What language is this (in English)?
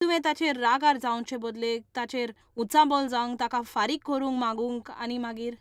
Konkani